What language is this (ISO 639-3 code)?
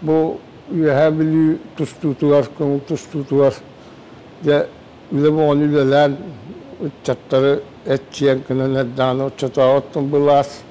sah